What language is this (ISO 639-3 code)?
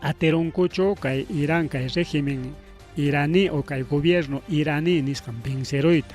quy